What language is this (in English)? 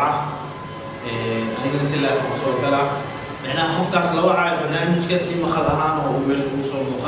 Somali